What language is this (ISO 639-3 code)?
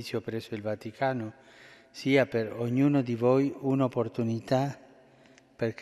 bel